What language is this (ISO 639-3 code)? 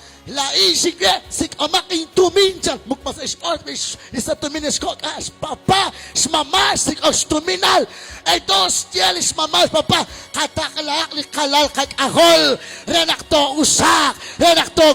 kek